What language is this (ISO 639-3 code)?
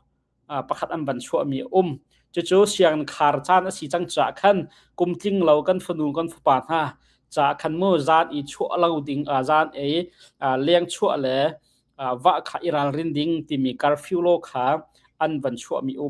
cnh